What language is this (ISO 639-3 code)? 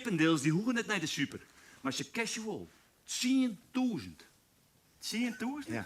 fry